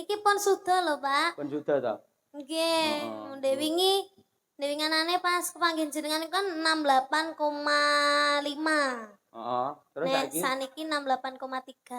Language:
Javanese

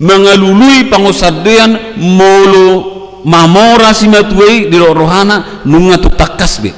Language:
Batak Toba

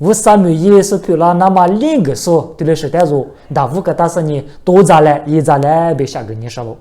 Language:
Lisu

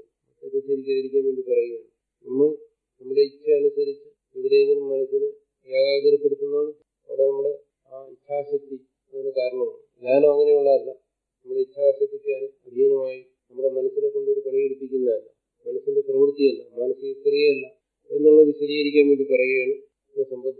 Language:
Malayalam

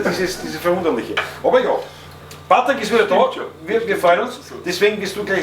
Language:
Bavarian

